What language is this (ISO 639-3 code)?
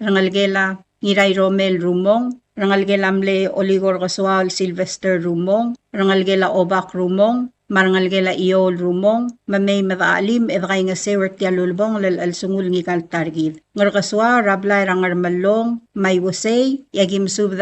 pau